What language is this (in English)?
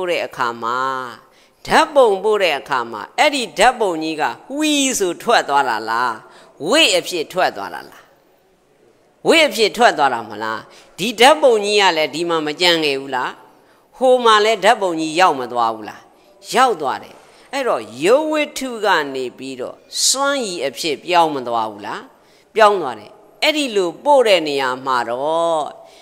Burmese